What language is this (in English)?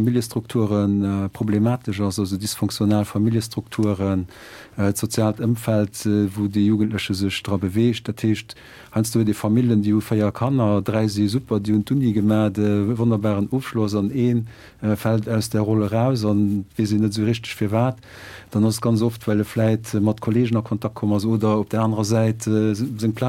Luxembourgish